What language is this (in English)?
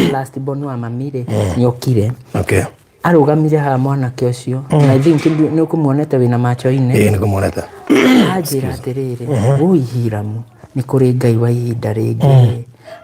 Kikuyu